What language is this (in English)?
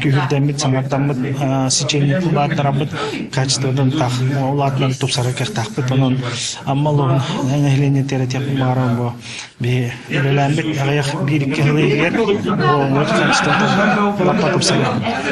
Yakut